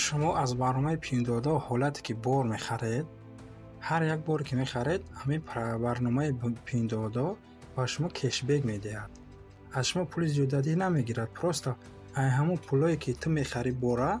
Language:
Tajik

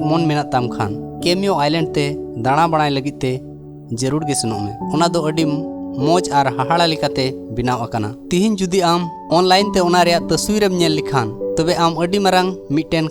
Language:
Santali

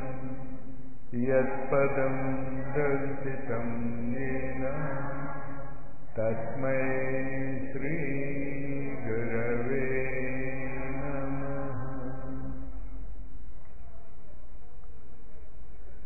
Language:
Telugu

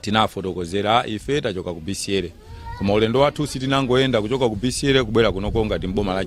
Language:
Nyanja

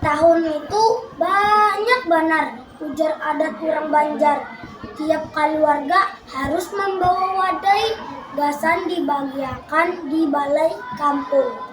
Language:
Banjar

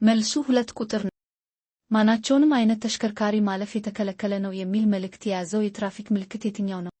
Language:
Amharic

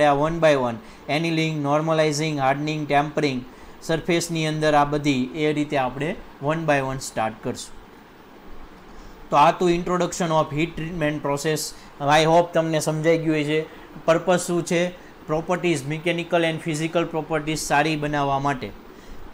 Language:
Gujarati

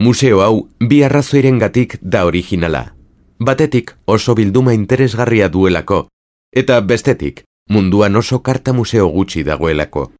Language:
Basque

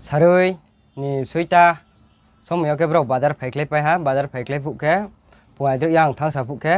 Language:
Riang (India)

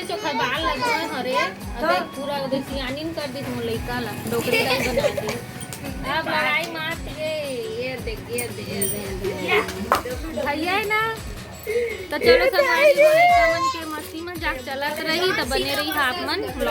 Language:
Chhattisgarhi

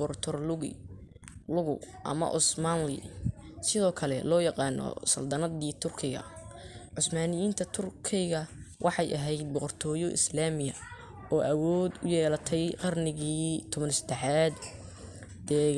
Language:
Somali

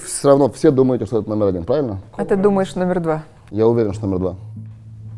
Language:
Russian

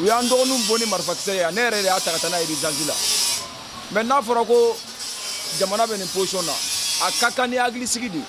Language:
Bambara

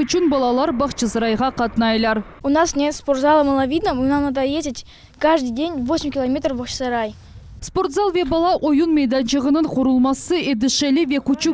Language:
Crimean Tatar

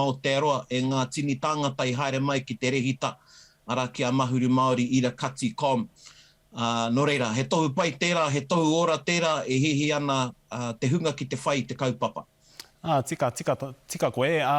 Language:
Māori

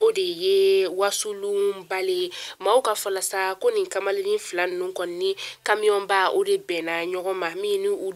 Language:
Bambara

